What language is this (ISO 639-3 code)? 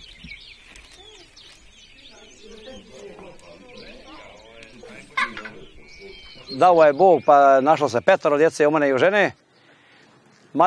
hrv